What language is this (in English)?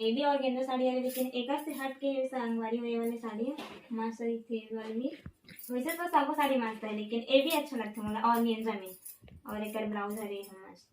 Chhattisgarhi